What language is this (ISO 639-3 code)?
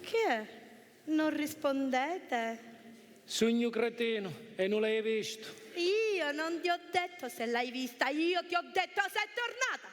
scn